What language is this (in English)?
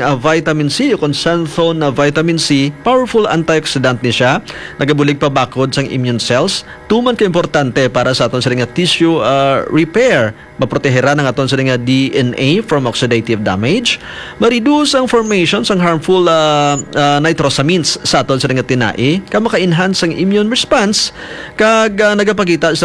Hiligaynon